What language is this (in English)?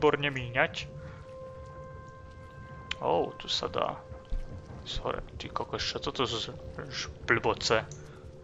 Slovak